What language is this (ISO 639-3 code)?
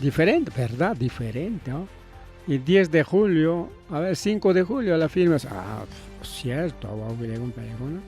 quy